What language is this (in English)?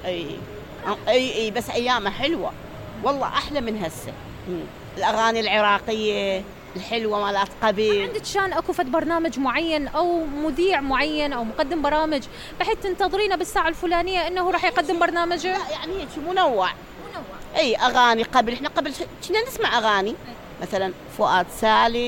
Mesopotamian Arabic